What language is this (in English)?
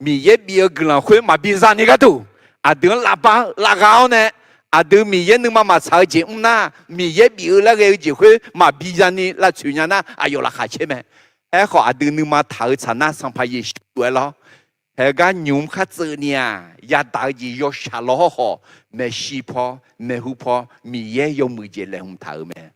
Akha